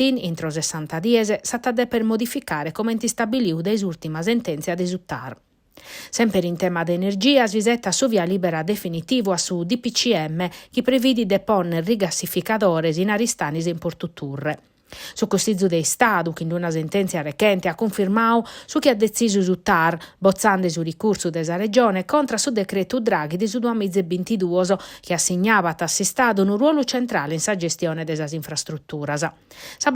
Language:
Sardinian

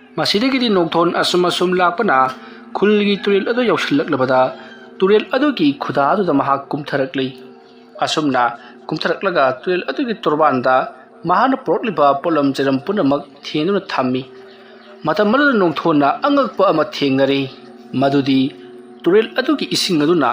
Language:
Manipuri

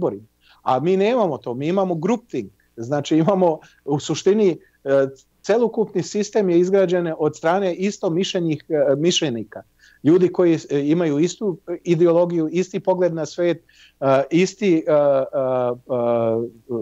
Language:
Serbian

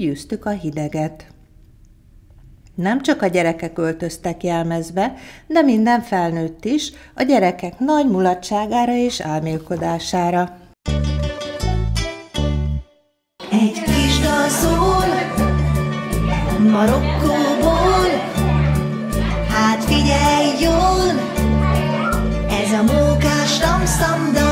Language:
Hungarian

